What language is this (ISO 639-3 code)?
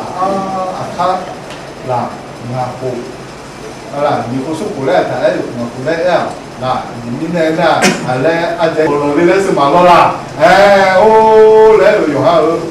ahk